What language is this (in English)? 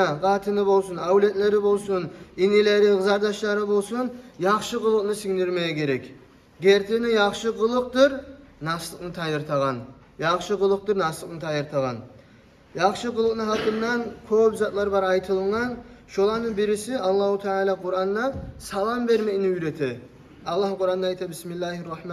Kumyk